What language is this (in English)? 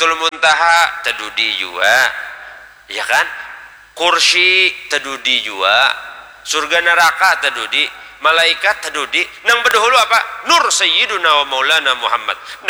Banjar